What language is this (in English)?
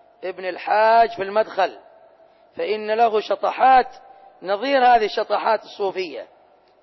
Arabic